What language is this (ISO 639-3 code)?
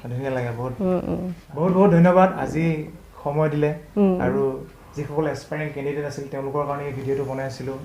asm